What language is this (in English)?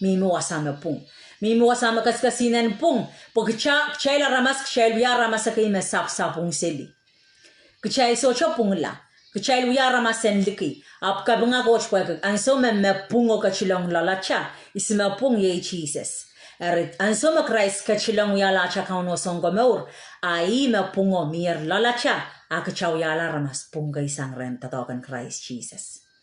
Pohnpeian